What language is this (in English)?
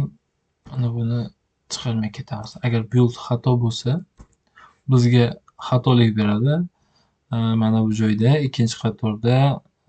Uzbek